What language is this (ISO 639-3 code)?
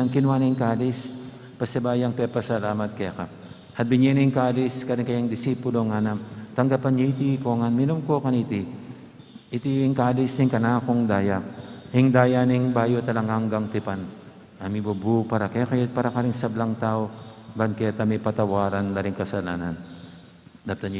pam